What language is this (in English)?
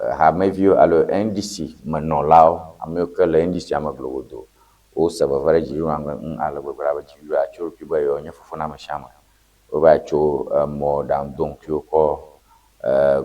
Ewe